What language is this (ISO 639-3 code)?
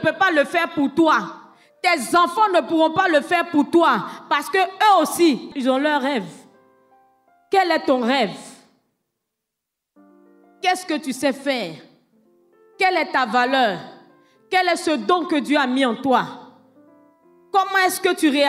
fra